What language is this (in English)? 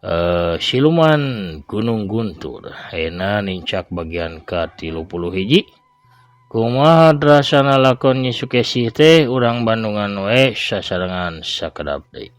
Sundanese